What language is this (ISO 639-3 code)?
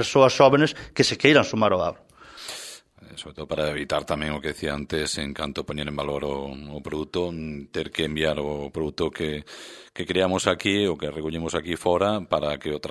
glg